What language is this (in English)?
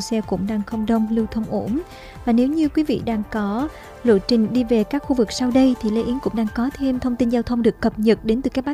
Vietnamese